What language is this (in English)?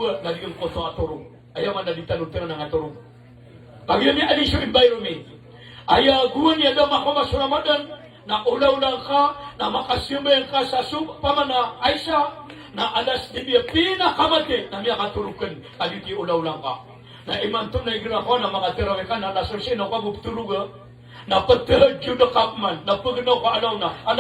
Maranao